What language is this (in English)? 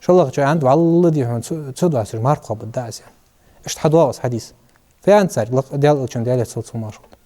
Ingush